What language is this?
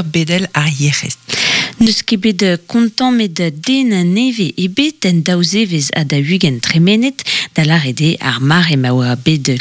Breton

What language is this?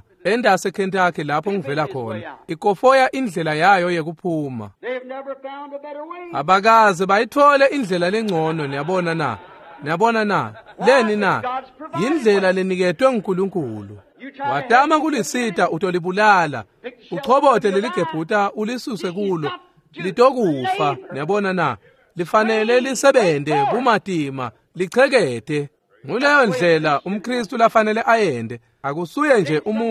Swati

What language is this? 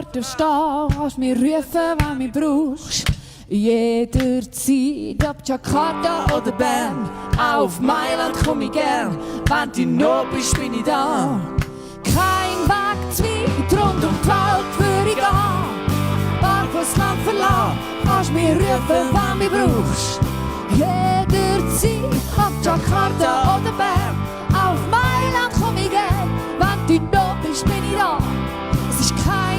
Swiss German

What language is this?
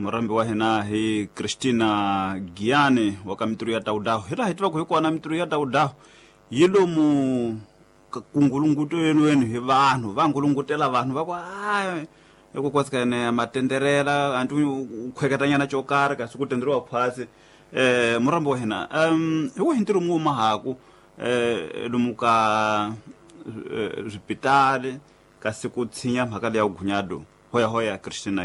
Tsonga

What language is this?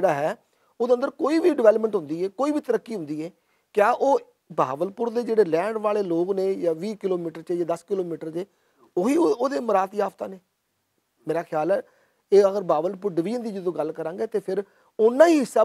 Western Panjabi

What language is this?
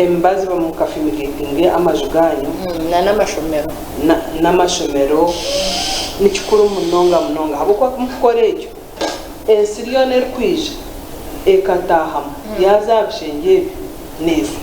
Nyankole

